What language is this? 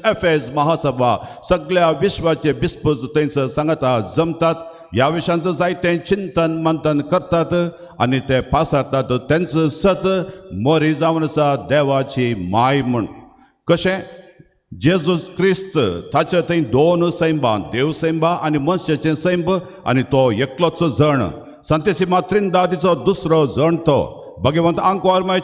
Konkani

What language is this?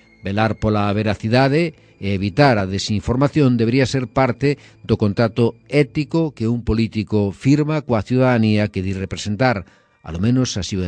Galician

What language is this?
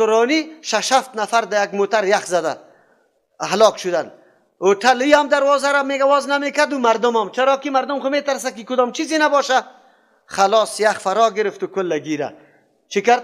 Persian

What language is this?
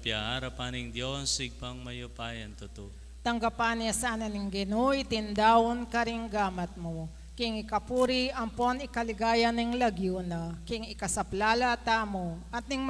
Pampanga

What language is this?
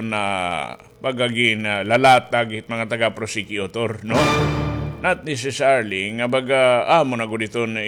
Waray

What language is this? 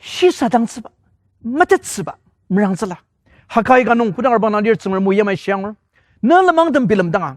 Ao Naga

